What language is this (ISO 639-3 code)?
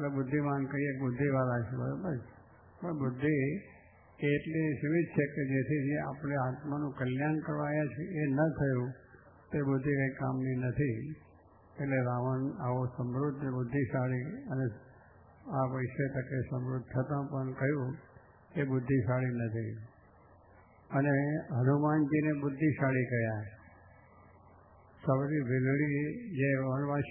guj